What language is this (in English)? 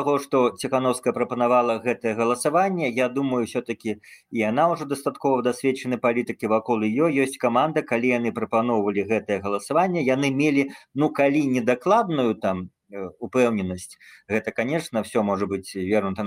Belarusian